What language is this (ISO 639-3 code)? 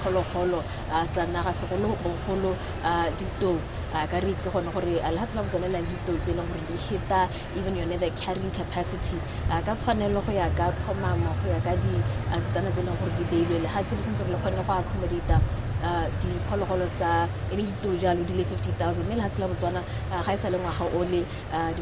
tsn